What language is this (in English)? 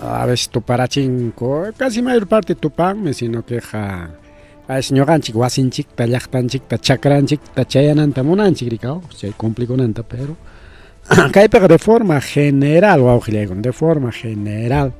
Ayacucho Quechua